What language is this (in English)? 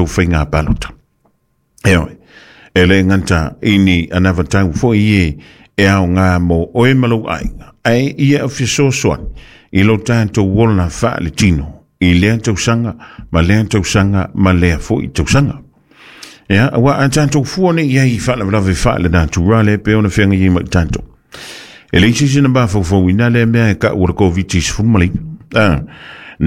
Samoan